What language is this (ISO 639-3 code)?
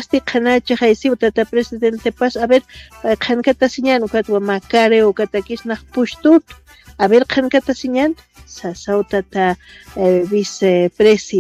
aym